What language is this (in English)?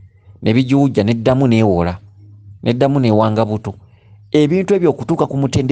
Ganda